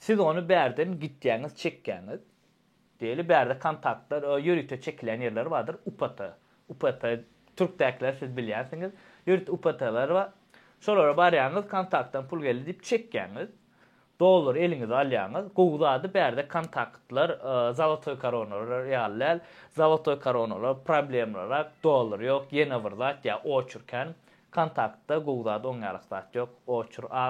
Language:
Turkmen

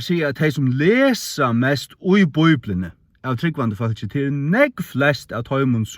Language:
Faroese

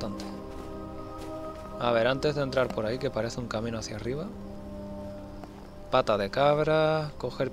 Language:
Spanish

